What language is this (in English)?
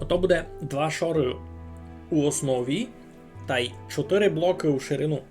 Rusyn